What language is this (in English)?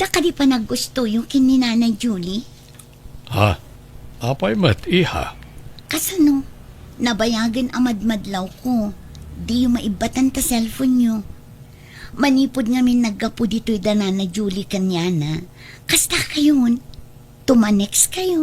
Iloko